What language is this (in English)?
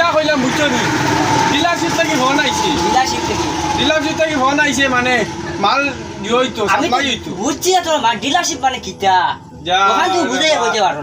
Sylheti